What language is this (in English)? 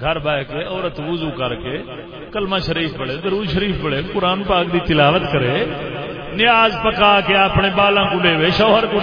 Saraiki